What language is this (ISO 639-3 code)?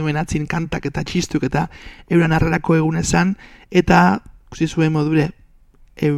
eus